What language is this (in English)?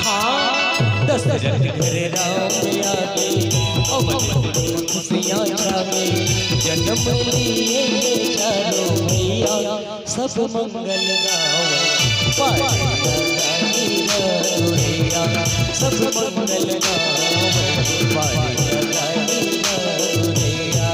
Chhattisgarhi